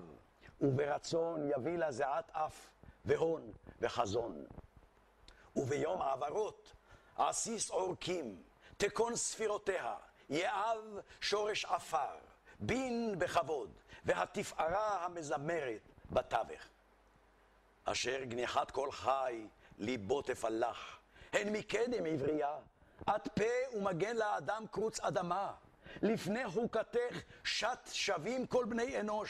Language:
Hebrew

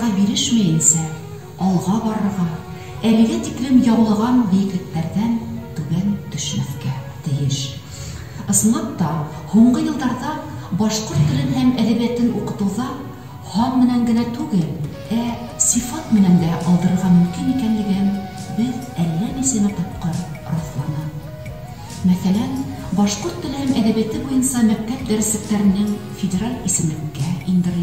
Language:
Bashkir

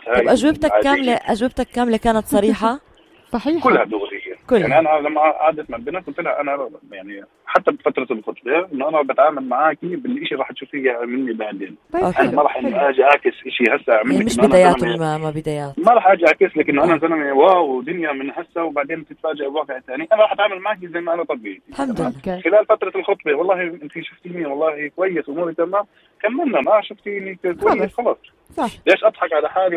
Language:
North Levantine Arabic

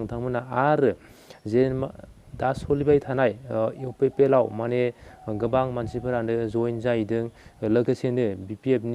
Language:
Bodo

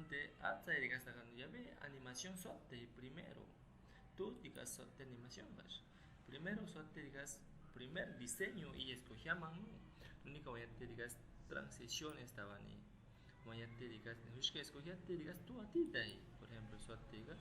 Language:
Aguaruna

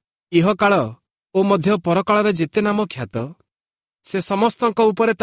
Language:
Odia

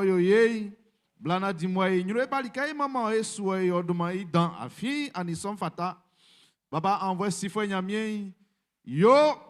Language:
Baoulé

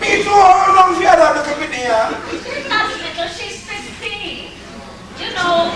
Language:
Jamaican Creole English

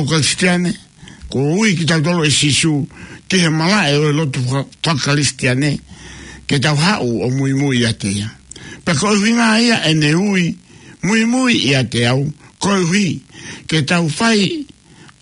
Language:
Tongan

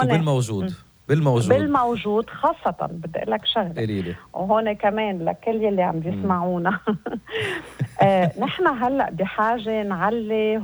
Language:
North Levantine Arabic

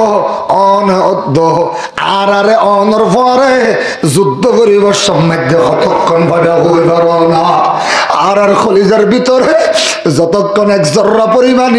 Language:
Rohingya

